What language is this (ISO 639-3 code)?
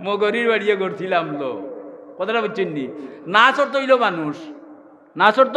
syl